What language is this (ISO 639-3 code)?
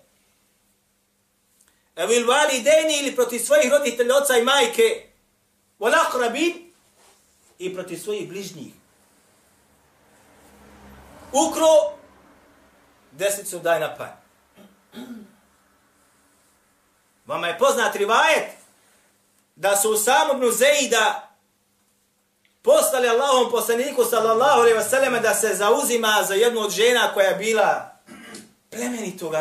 bos